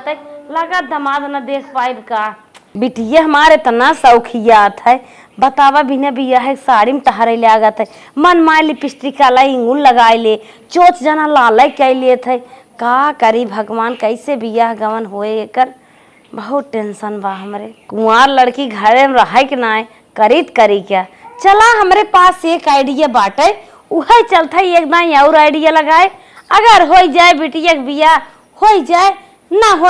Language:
Awadhi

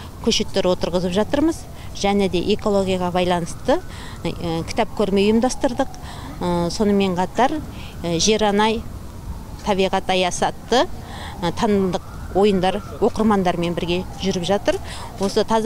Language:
Kazakh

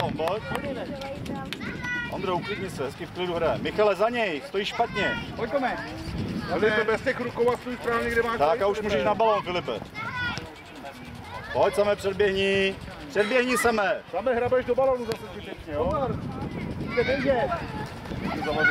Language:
Czech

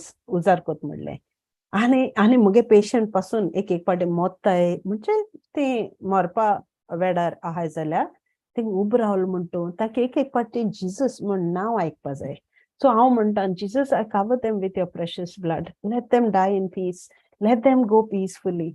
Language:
Konkani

